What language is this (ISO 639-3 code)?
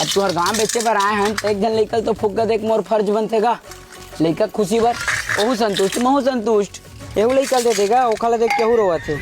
hne